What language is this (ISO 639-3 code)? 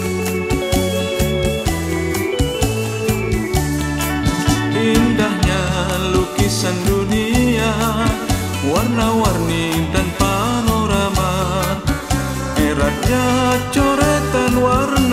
msa